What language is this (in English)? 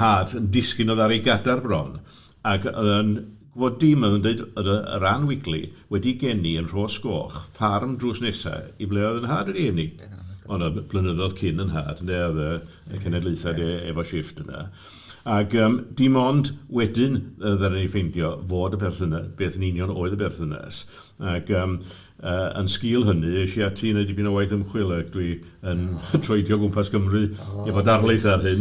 Welsh